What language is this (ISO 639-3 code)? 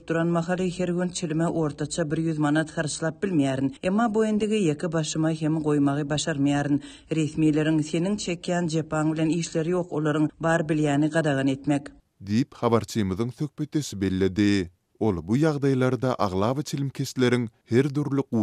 tuk